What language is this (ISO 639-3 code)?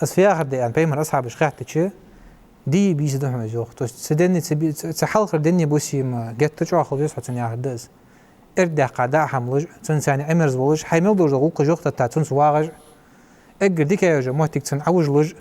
inh